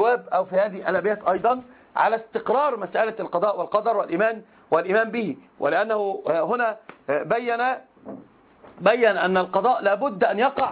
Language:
Arabic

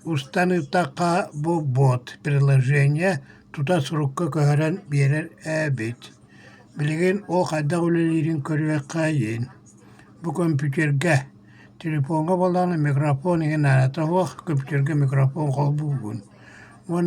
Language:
Yakut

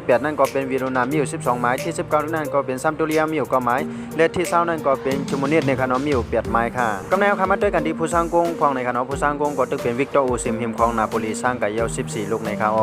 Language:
Shan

